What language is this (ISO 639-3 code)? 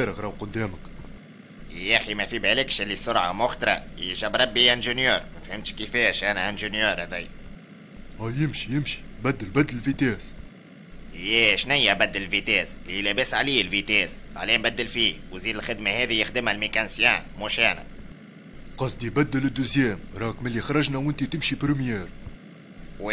aeb